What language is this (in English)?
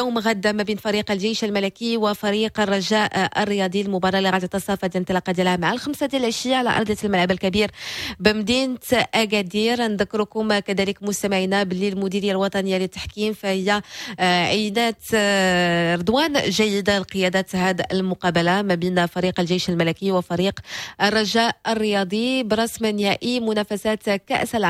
Moroccan Arabic